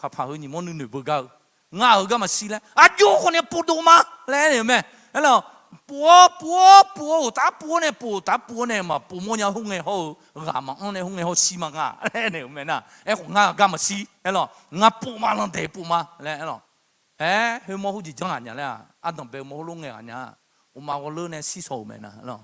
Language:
Akha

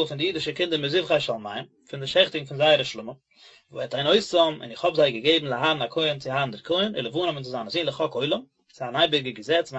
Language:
Yiddish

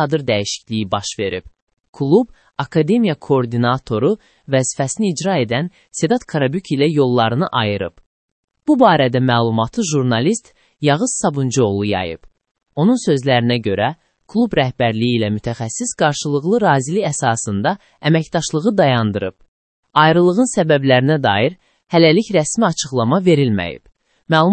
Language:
Azerbaijani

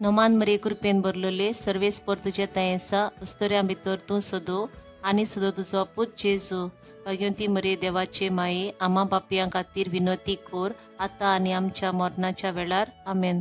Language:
Konkani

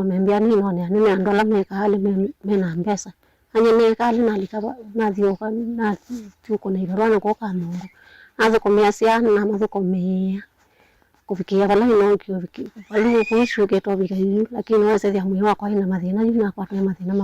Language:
Kamba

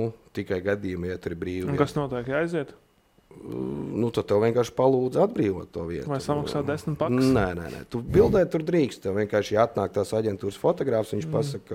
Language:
Latvian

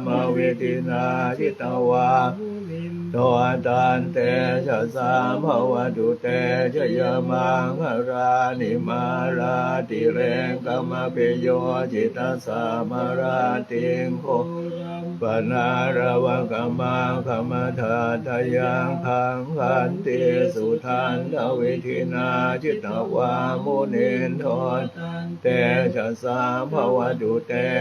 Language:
Pali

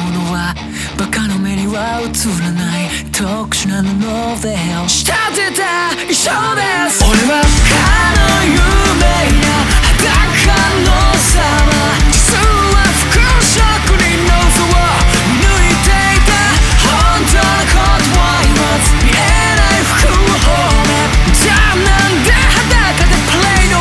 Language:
Japanese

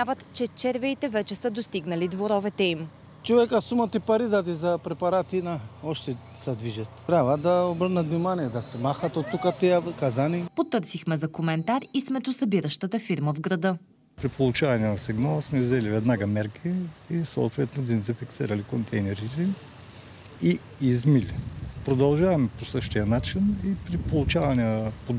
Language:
Bulgarian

